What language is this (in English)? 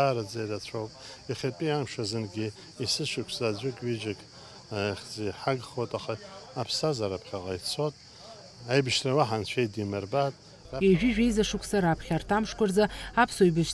Abkhazian